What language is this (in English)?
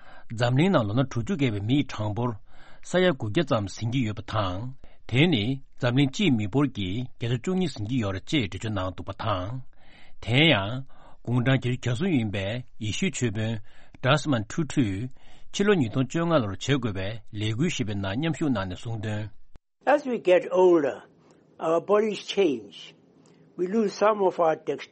Tibetan